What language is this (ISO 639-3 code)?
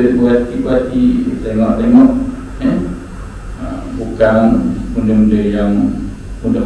msa